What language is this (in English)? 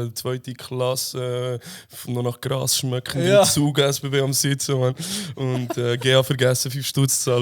Swiss German